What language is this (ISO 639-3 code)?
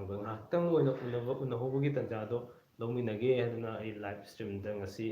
mni